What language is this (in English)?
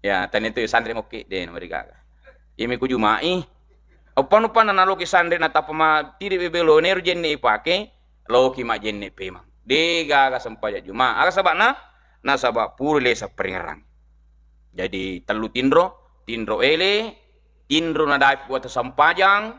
Buginese